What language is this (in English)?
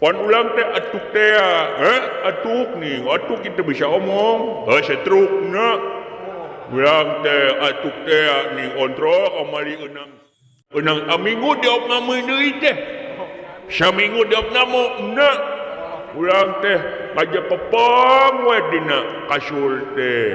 Sundanese